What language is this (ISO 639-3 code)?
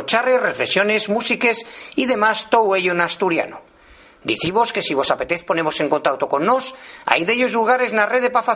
ast